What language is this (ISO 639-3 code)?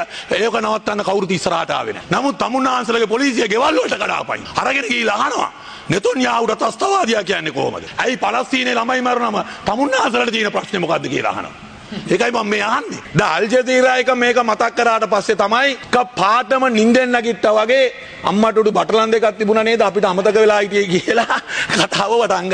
sin